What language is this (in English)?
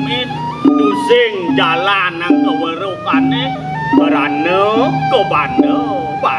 Balinese